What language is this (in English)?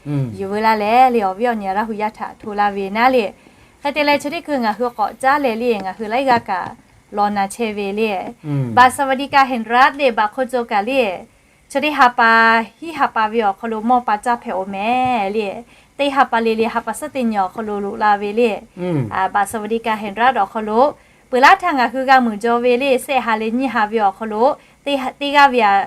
Lahu